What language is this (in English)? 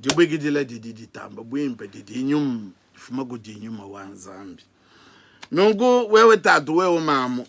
Luba-Lulua